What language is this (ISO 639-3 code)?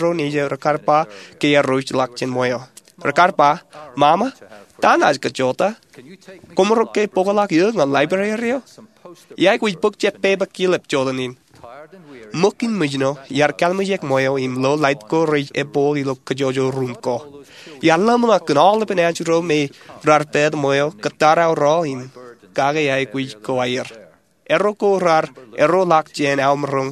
mah